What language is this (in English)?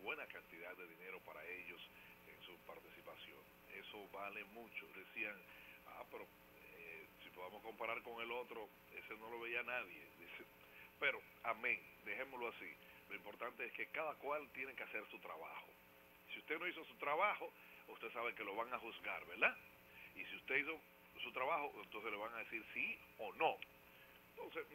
Spanish